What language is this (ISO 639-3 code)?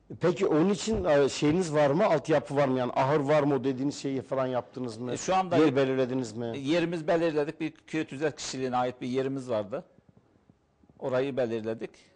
tur